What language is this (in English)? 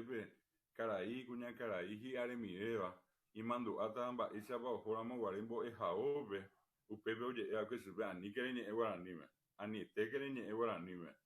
Guarani